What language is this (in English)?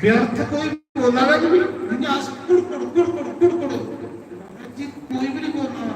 Dogri